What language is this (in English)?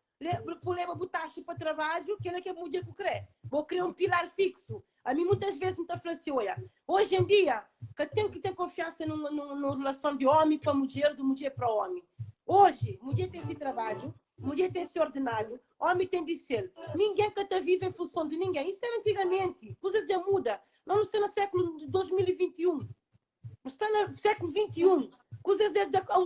Kabuverdianu